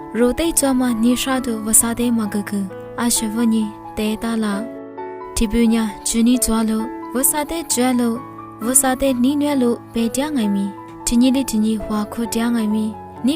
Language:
Lisu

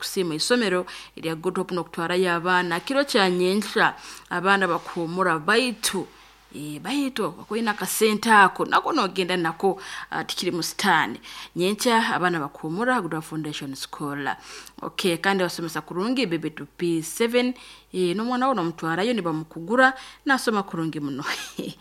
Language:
Nyoro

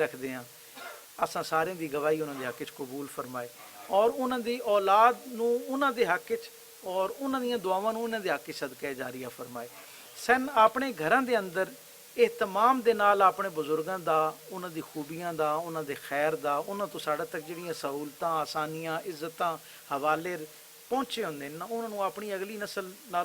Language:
Western Panjabi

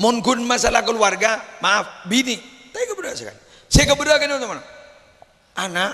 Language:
Madurese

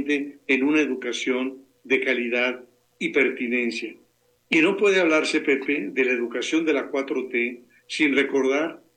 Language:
Spanish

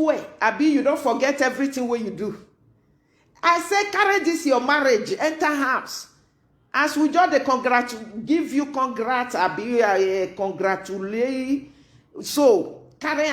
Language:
Nigerian Pidgin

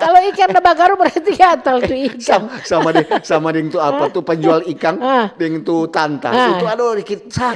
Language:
Manado Malay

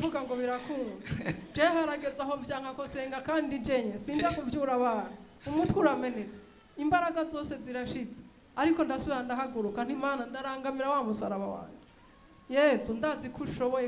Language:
Rundi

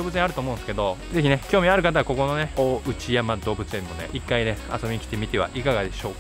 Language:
Japanese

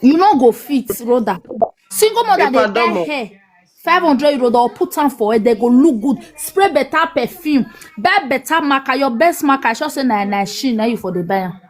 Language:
Nigerian Pidgin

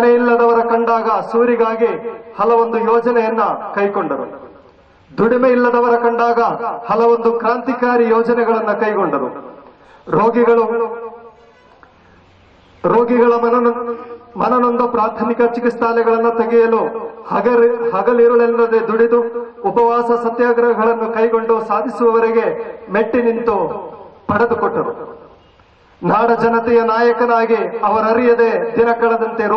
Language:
Kannada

